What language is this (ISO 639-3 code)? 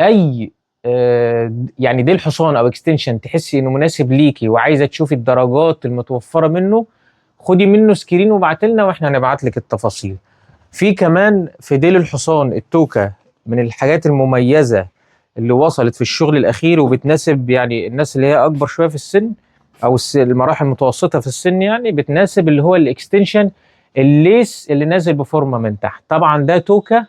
arz